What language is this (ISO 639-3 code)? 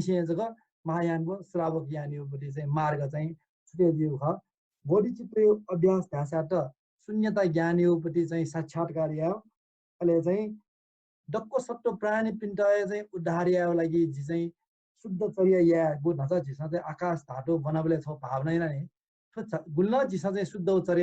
new